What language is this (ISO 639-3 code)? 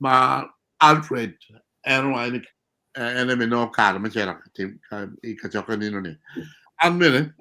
ach